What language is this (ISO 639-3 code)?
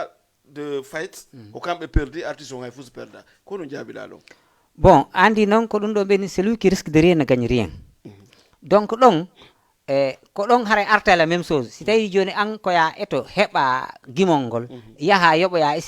ful